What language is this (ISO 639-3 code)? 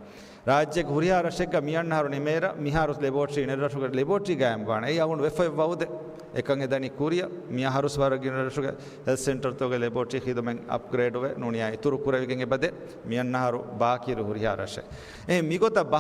div